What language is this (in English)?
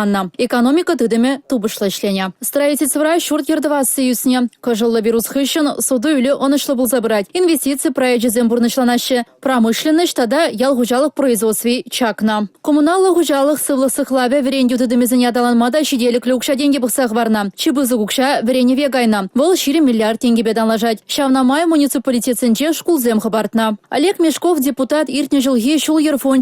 Chuvash